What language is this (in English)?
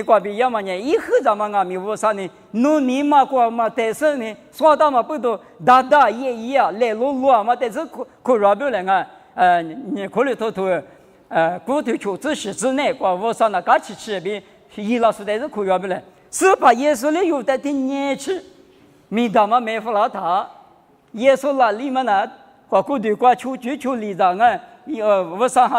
Lisu